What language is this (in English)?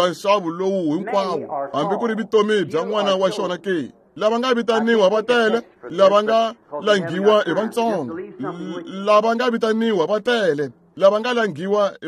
Tsonga